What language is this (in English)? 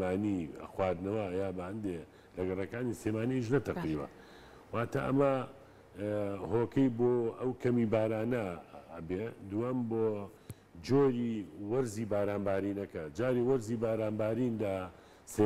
Central Kurdish